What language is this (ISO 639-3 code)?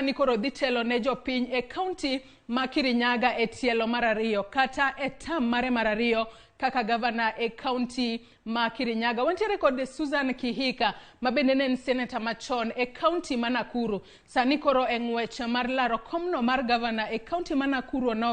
luo